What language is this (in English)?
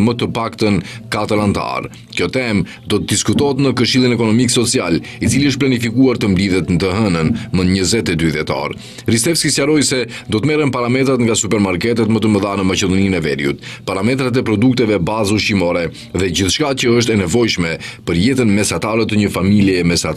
Albanian